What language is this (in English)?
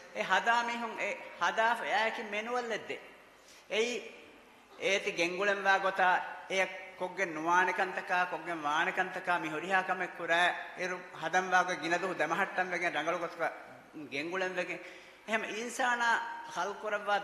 Divehi